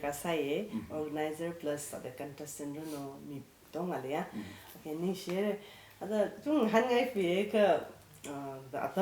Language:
Tangkhul Naga (India)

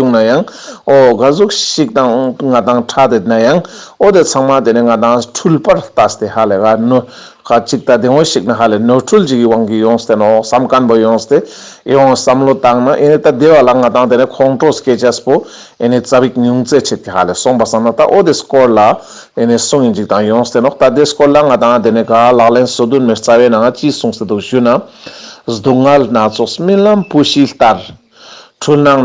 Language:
Ladakhi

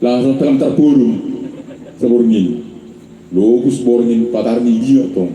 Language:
Batak Simalungun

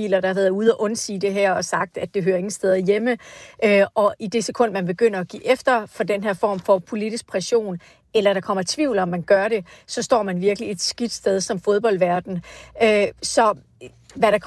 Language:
Danish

